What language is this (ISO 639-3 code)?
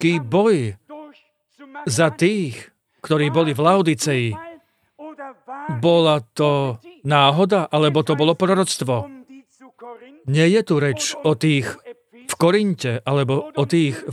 slk